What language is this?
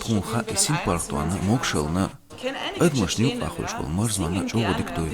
Chechen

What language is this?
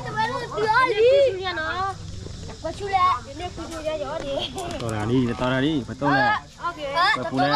S'gaw Karen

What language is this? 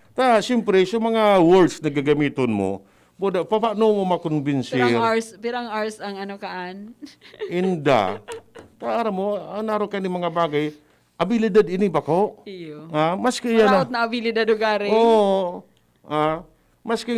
Bikol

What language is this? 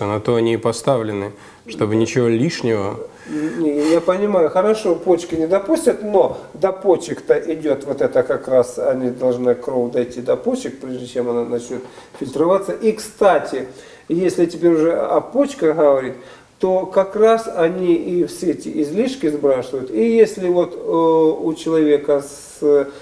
Russian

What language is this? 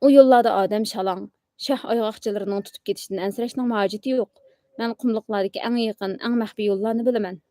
Uyghur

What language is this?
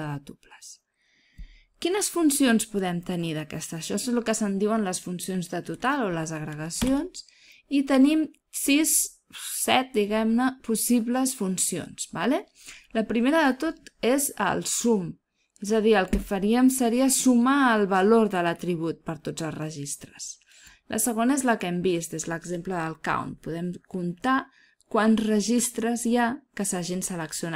Catalan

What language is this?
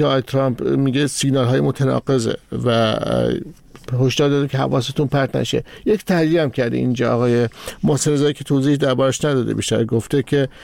Persian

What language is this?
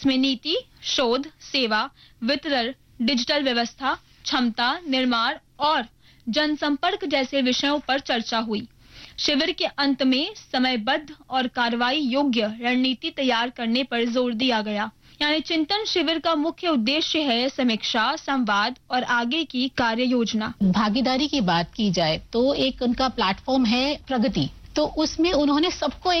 Hindi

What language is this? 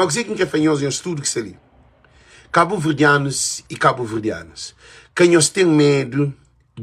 Kabuverdianu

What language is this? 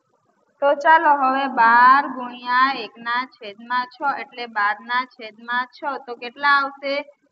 Gujarati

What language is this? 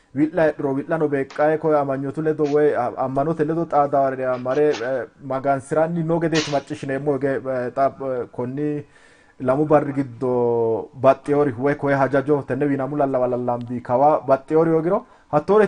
Sidamo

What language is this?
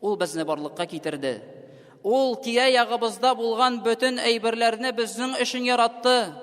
Tatar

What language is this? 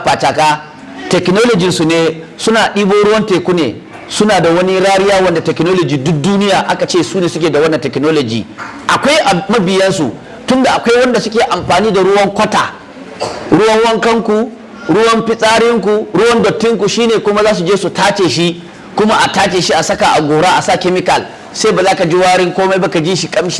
Hausa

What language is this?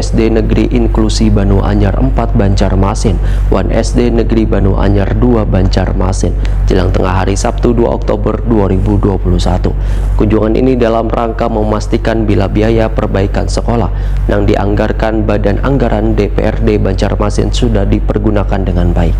Banjar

